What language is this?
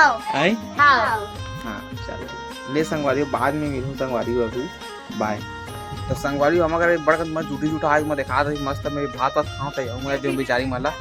Chhattisgarhi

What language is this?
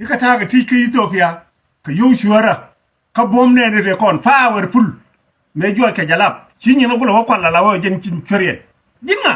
Nuer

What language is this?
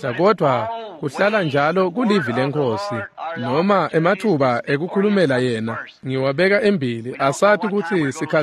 Swati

